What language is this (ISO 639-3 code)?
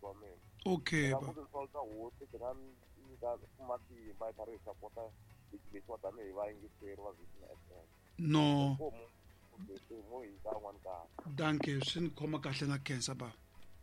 tso